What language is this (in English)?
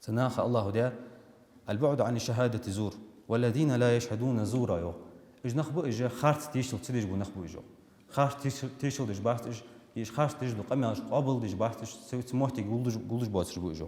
Ingush